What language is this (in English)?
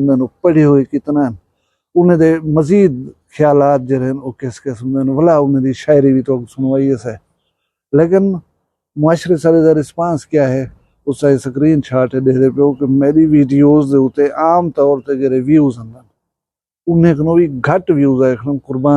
Saraiki